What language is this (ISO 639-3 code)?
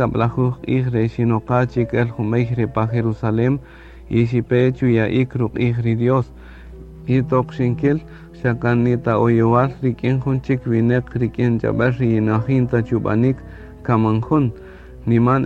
cak